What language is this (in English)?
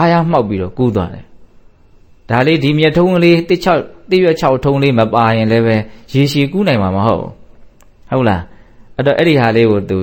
Burmese